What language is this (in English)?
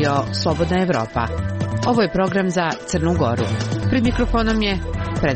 Serbian